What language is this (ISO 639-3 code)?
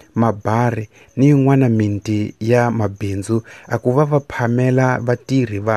tso